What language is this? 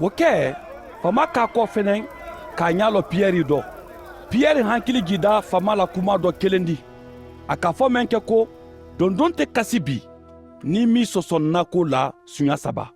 Mandingo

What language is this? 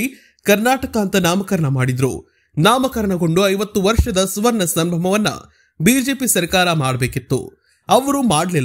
Kannada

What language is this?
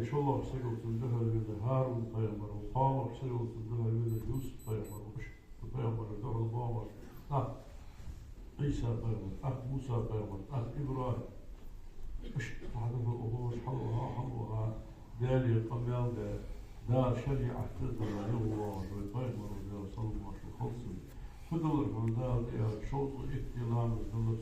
Ingush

